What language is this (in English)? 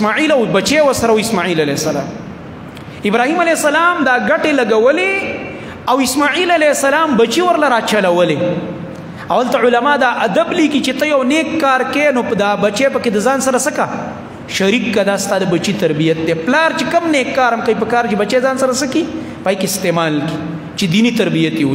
Pashto